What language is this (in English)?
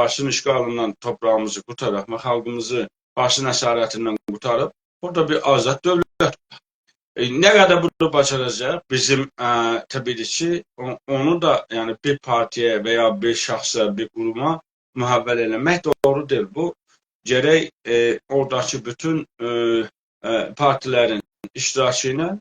South Azerbaijani